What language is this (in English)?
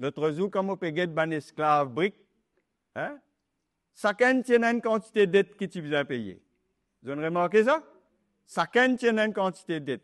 Morisyen